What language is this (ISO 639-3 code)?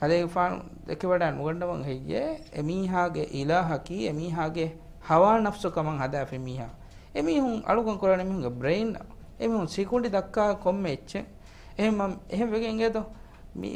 div